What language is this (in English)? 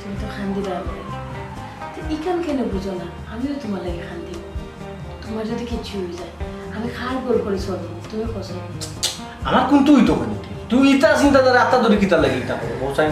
Sylheti